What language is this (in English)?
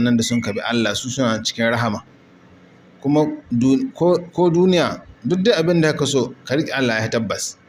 Hausa